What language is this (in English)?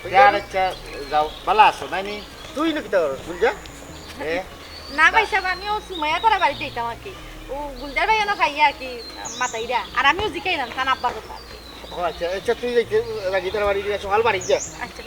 Sylheti